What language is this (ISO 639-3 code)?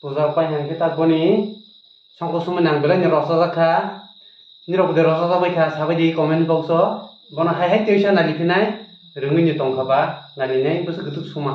trp